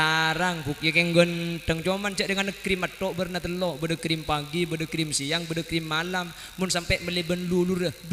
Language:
Madurese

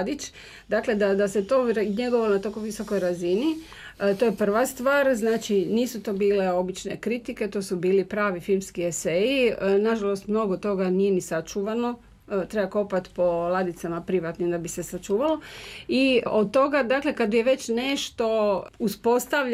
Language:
Croatian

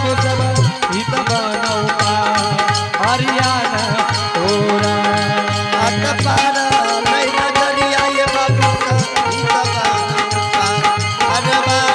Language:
Angika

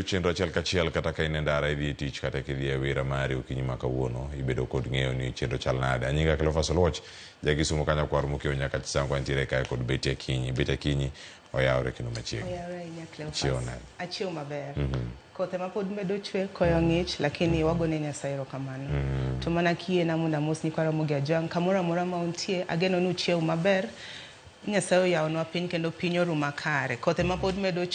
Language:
Luo (Kenya and Tanzania)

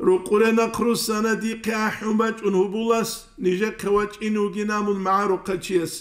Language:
Avaric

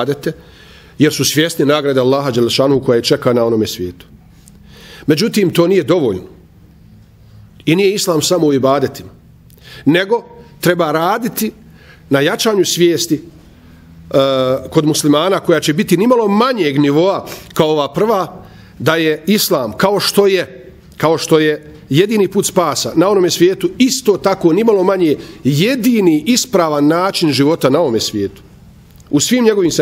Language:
Bosnian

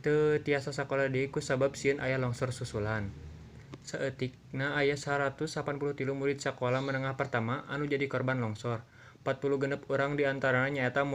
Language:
Sundanese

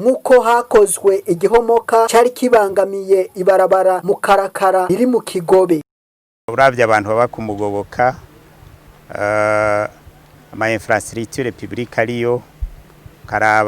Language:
Rundi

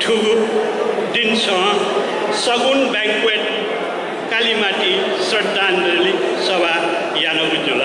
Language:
Newari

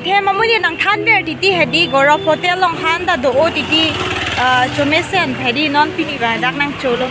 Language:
Karbi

